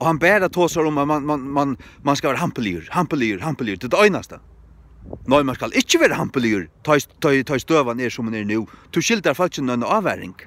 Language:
Faroese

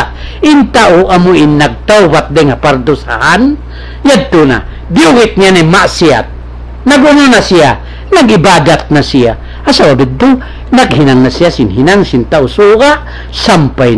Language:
Tausug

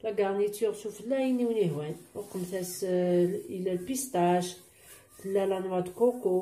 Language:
Kabyle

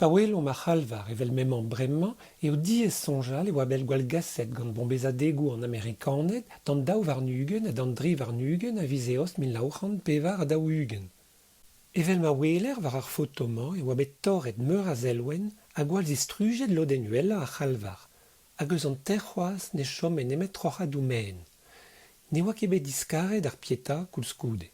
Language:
Breton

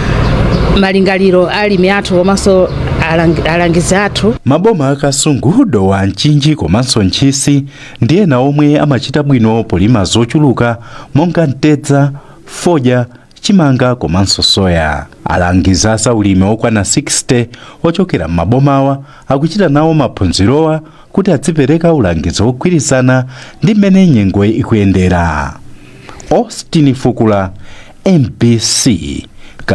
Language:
Nyanja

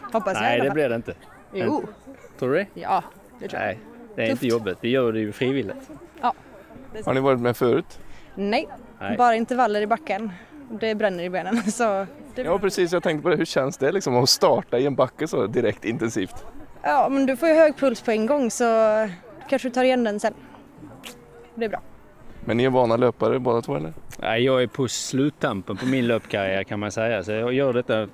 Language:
Swedish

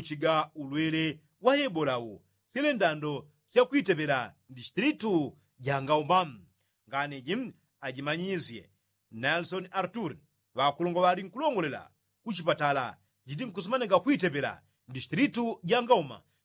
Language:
Yao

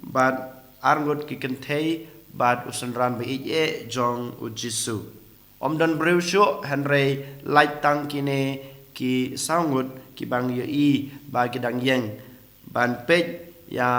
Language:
Khasi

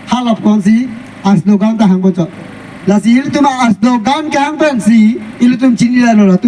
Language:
Karbi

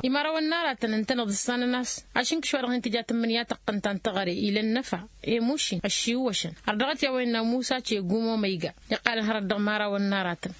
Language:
Tamasheq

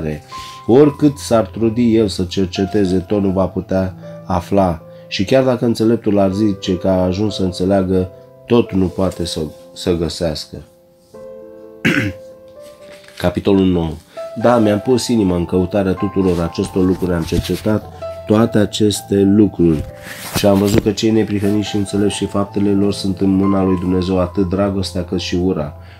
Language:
Romanian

